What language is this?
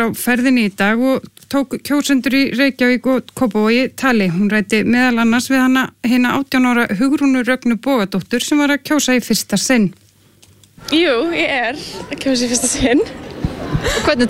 Icelandic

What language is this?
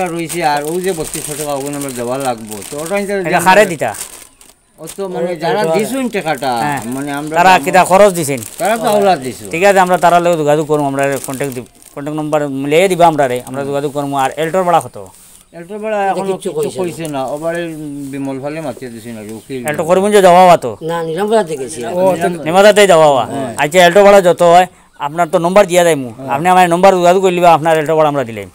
Sylheti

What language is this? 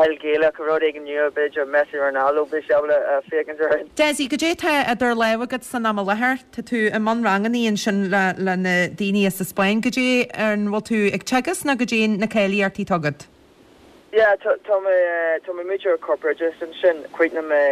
Irish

